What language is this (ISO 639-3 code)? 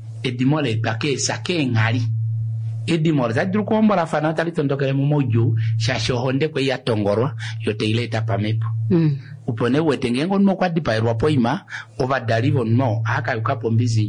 kua